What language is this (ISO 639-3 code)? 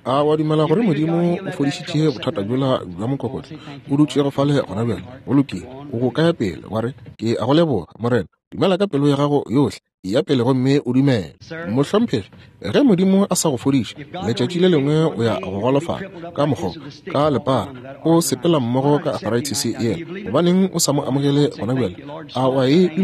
nso